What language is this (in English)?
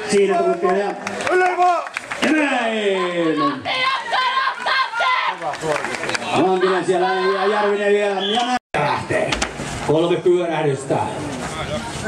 Finnish